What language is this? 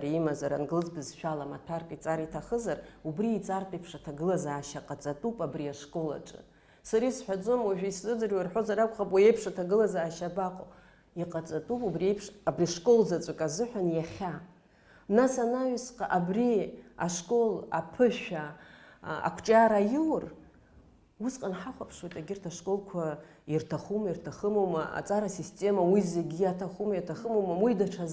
Abkhazian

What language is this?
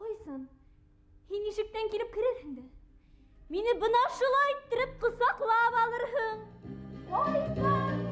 Bashkir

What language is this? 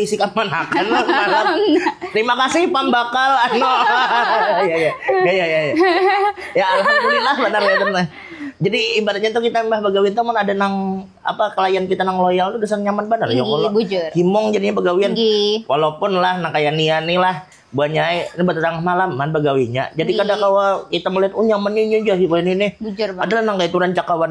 Banjar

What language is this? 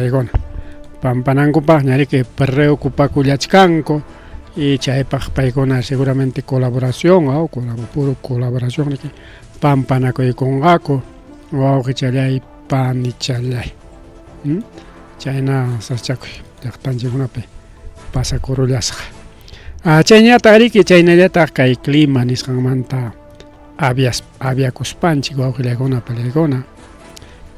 Ayacucho Quechua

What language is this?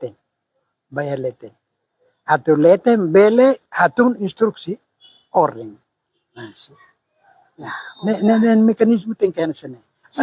Tetum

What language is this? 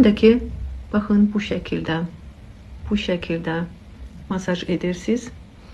Azerbaijani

